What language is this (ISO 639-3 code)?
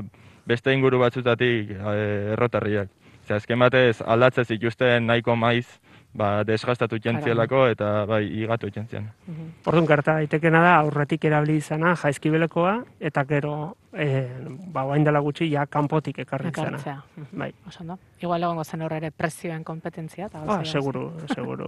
eus